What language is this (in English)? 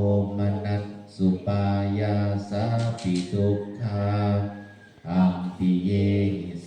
Pali